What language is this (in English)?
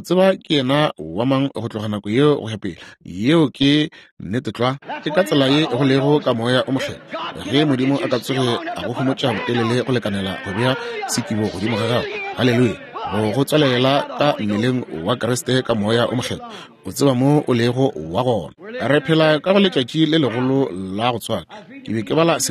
Northern Sotho